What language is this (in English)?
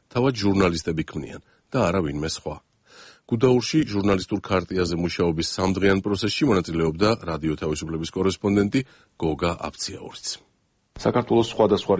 Georgian